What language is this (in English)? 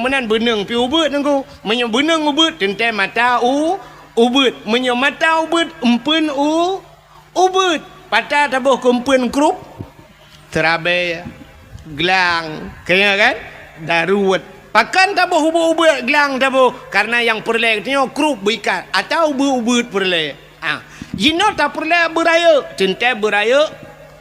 Achinese